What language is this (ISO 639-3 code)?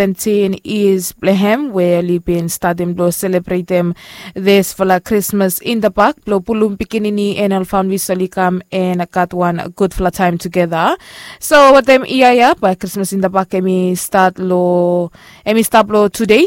bis